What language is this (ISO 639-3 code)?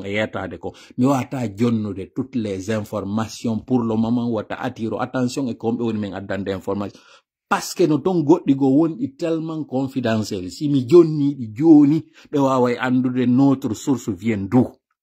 fuf